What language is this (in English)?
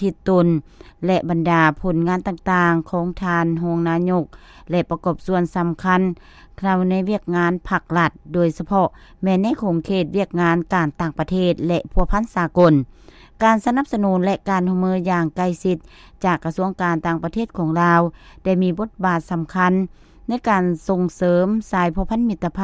Lao